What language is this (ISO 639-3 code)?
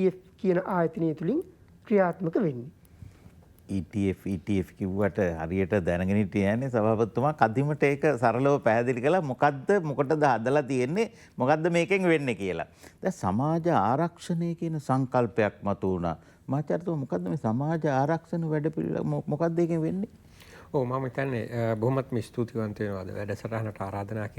sin